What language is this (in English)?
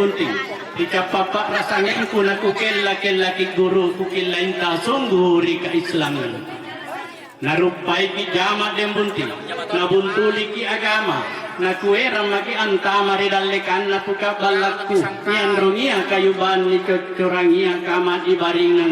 Makasar